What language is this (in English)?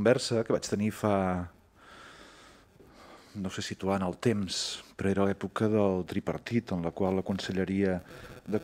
Catalan